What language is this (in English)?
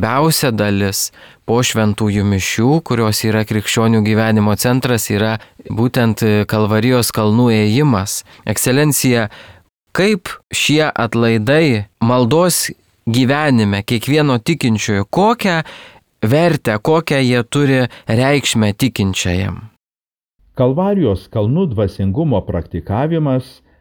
Lithuanian